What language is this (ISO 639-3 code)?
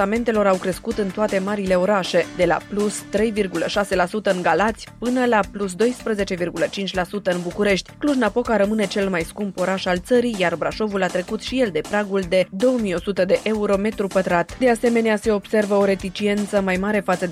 ron